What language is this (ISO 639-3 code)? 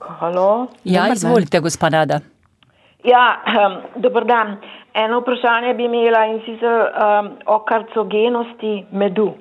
slv